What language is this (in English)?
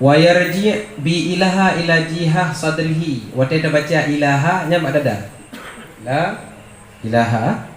Achinese